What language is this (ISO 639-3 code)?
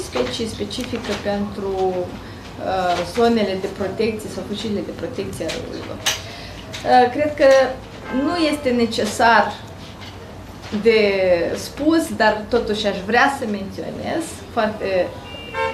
ron